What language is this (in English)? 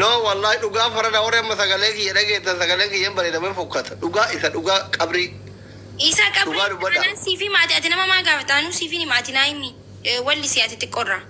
Oromo